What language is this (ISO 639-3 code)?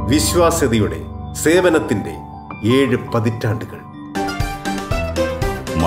mal